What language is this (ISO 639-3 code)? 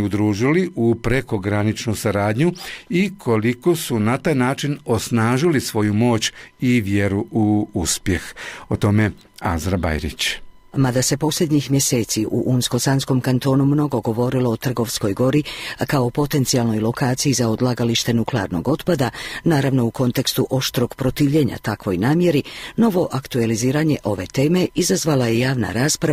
bos